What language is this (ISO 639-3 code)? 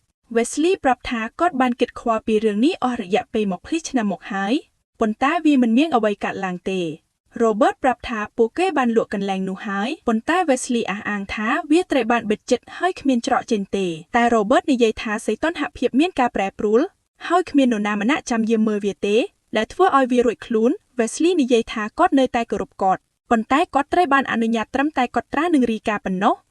khm